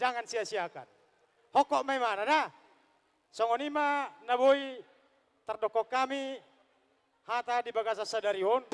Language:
Batak Toba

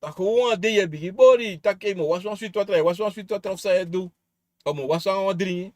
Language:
Sranan Tongo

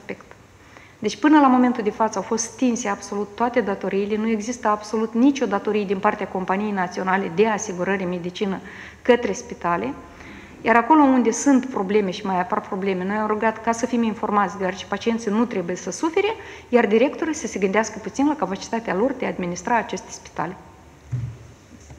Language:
Romanian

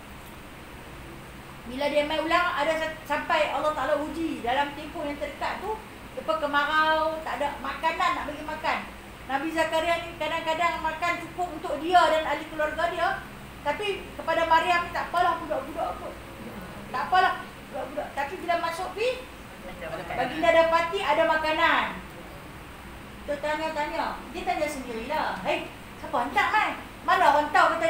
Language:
Malay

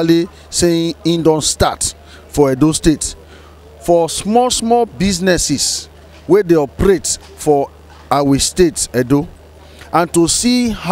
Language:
Nigerian Pidgin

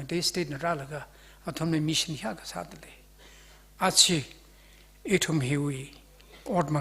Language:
Tangkhul Naga (India)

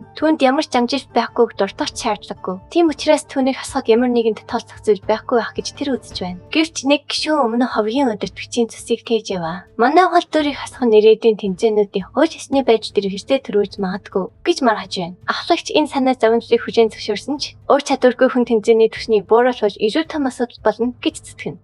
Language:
Mongolian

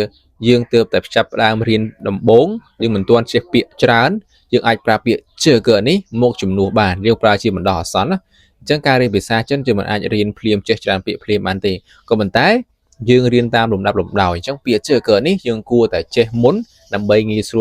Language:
Khmer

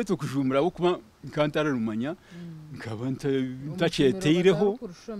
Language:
Kinyarwanda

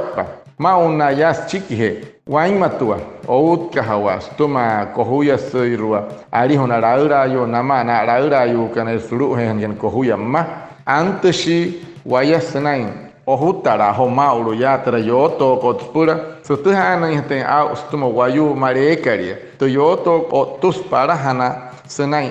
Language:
Wayuu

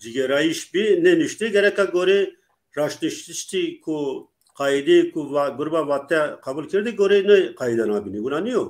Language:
Zaza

